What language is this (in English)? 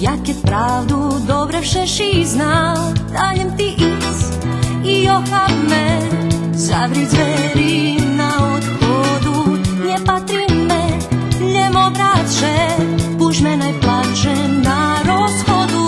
Rusyn